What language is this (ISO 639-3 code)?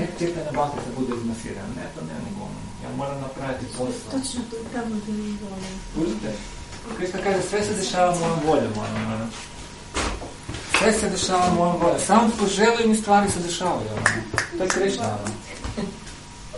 hrv